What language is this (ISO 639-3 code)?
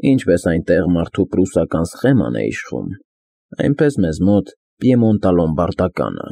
hye